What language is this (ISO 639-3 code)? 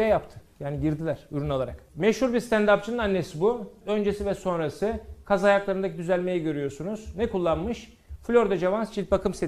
tur